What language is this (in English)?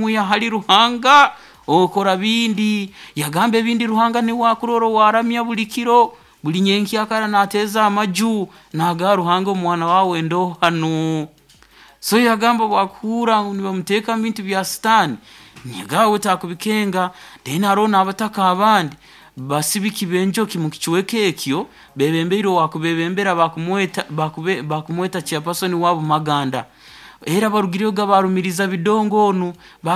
Nyoro